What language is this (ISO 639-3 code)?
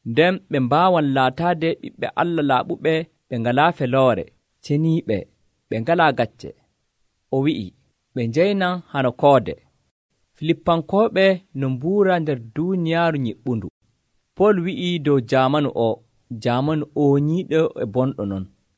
fuv